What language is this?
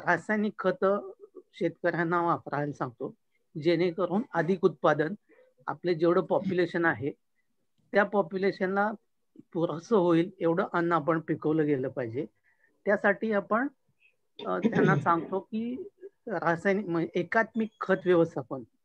Marathi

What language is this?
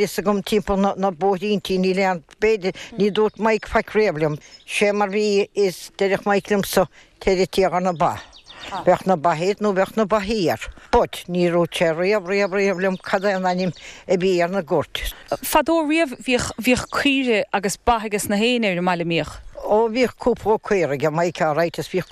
Irish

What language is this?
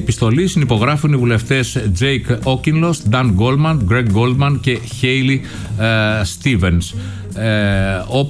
Greek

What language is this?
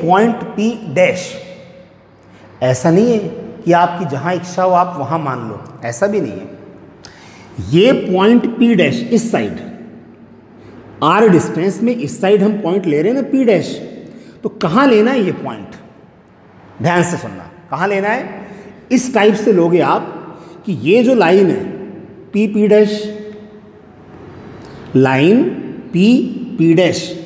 Hindi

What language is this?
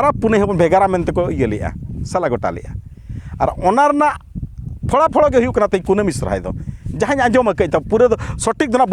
Santali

